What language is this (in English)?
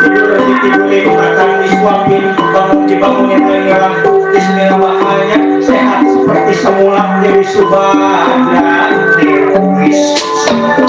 Betawi